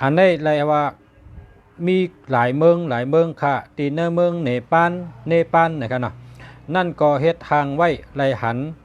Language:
Shan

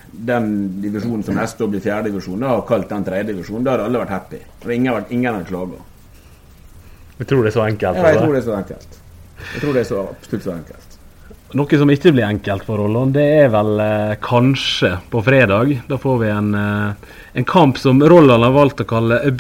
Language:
Norwegian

